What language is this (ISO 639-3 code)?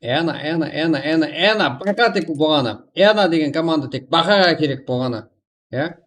kaa